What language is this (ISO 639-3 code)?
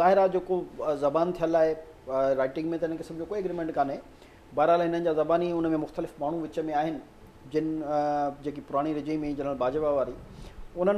snd